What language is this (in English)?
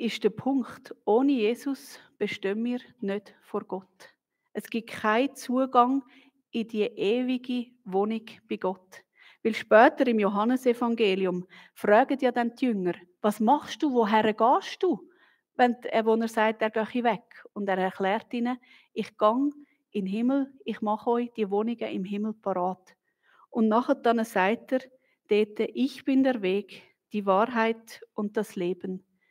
Swiss German